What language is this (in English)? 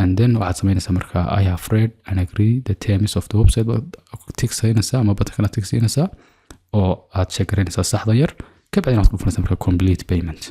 Somali